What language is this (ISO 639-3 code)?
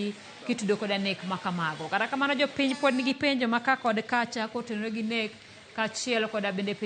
luo